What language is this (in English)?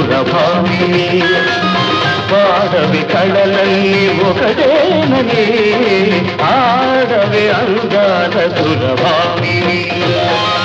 Telugu